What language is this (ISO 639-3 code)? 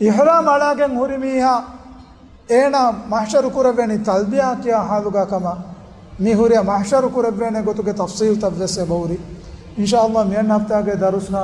div